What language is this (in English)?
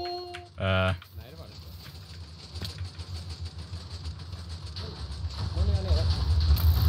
Swedish